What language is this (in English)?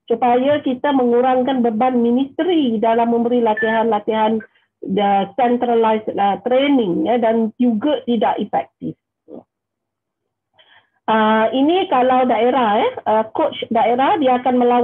Malay